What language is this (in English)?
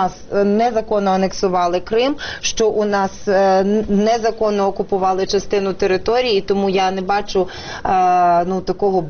Ukrainian